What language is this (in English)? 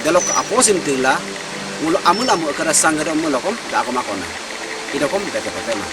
Adi